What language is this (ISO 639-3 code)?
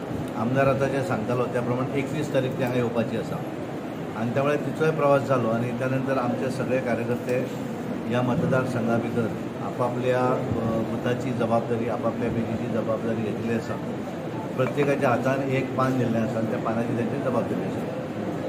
kok